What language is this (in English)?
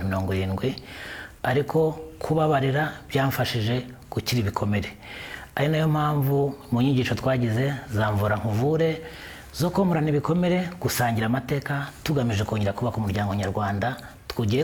Kinyarwanda